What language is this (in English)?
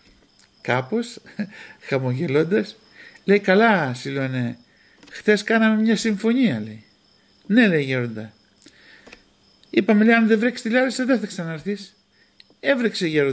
Greek